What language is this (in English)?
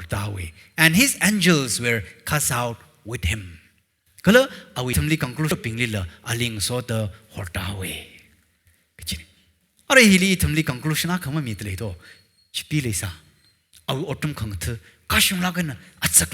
Tangkhul Naga (India)